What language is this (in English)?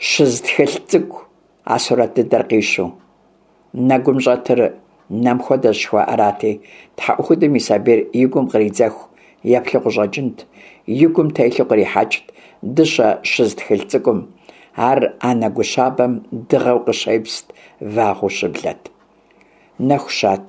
Kabardian